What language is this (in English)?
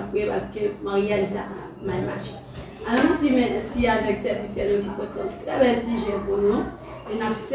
Haitian Creole